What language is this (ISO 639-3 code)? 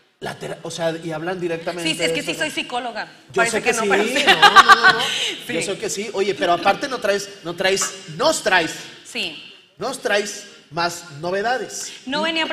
spa